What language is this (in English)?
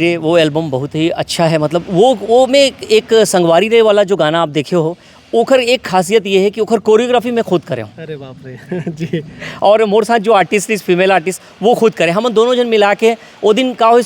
Chhattisgarhi